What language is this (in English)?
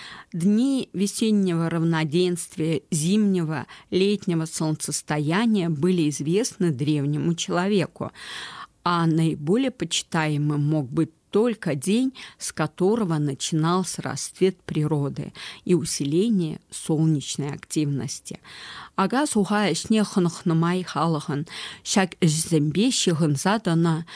Chuvash